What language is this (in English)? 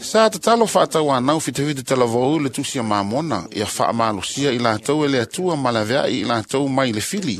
Samoan